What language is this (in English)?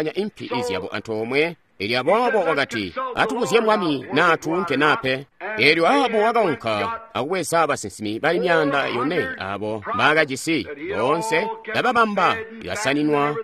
Tonga (Zambia)